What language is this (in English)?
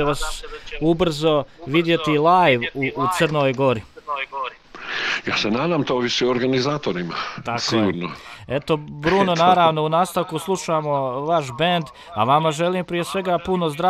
Croatian